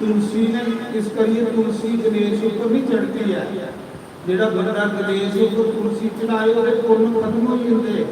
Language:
Dogri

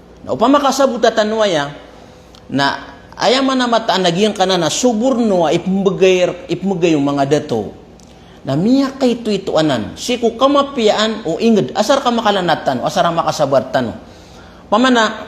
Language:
Maranao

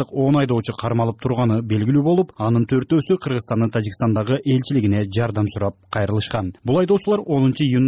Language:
Kyrgyz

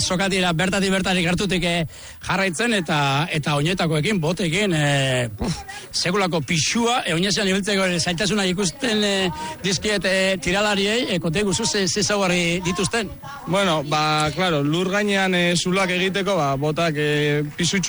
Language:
Basque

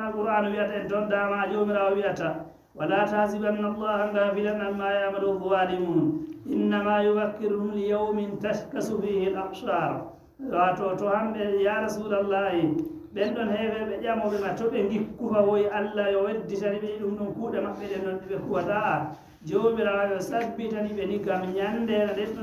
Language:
Fula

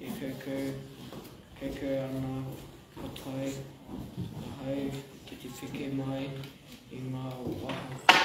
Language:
Māori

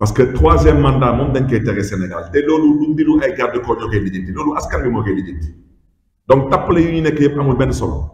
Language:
Wolof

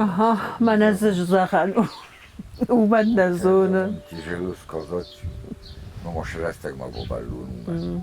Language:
Ossetic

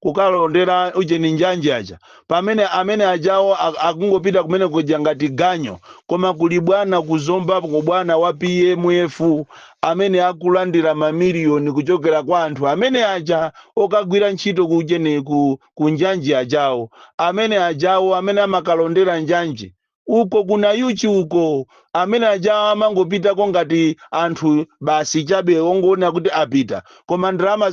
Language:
Nyanja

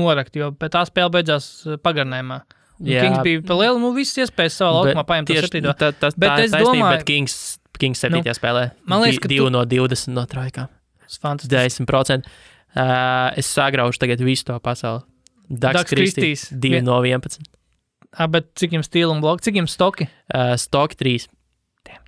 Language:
Latvian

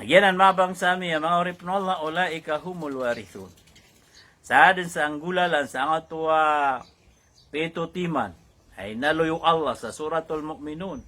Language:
Maranao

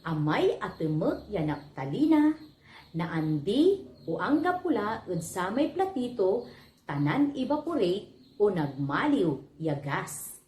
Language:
Pangasinan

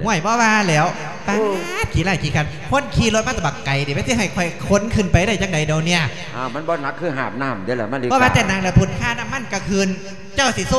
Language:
Lao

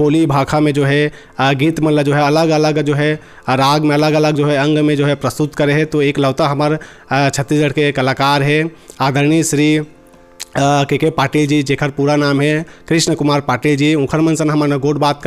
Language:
Chhattisgarhi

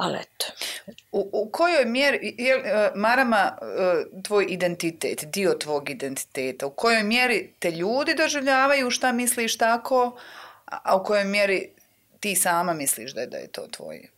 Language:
Bosnian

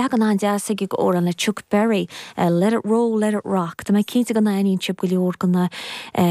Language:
Irish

